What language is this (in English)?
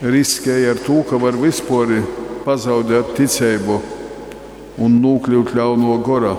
Latgalian